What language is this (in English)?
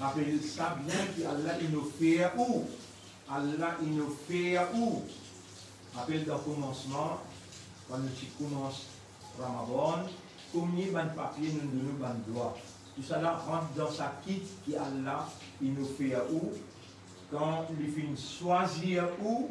Morisyen